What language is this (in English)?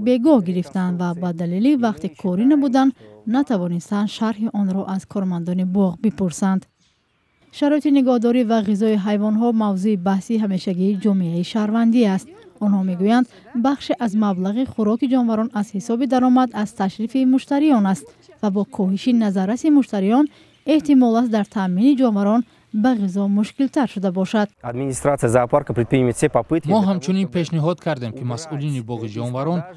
Tajik